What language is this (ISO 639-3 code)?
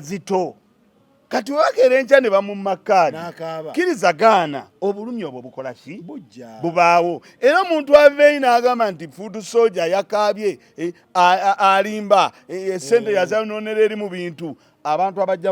lug